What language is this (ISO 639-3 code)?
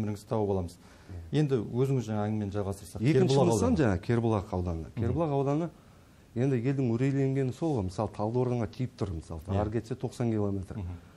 kaz